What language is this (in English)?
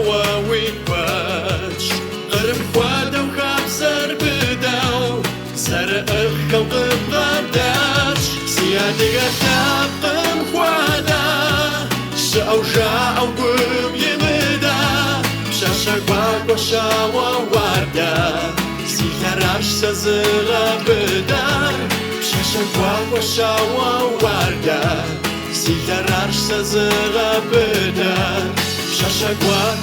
Kabardian